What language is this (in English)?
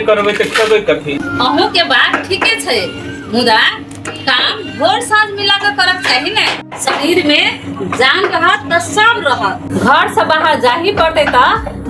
Maithili